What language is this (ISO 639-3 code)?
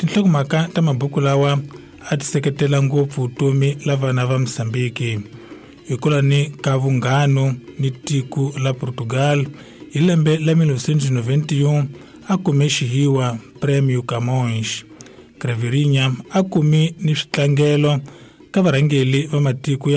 tso